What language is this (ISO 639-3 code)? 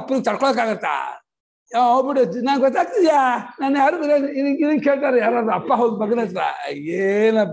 kan